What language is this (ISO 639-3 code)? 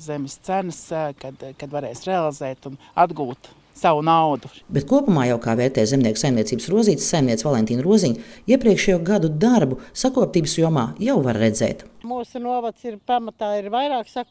lav